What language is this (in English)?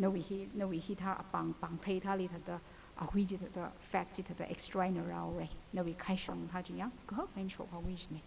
Tangkhul Naga (India)